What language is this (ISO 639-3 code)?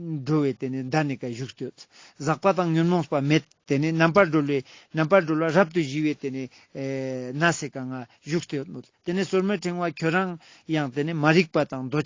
lbj